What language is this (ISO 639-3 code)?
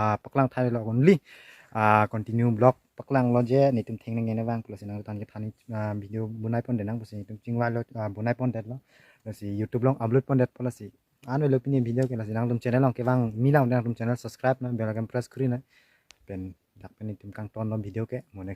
mjw